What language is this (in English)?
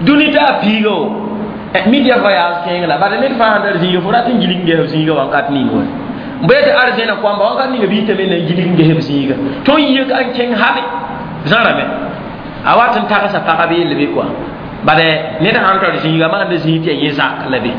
Mossi